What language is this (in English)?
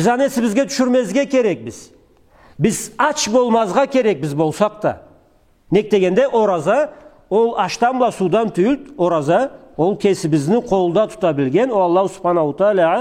Karachay-Balkar